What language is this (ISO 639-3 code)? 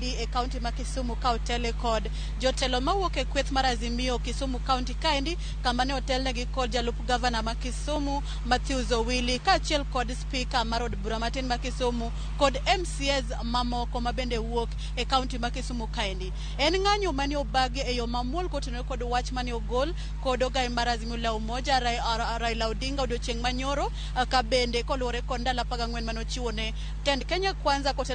luo